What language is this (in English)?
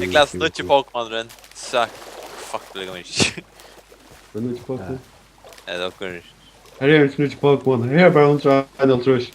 Faroese